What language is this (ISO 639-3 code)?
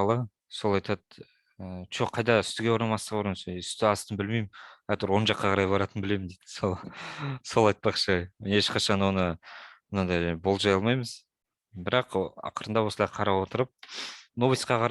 kaz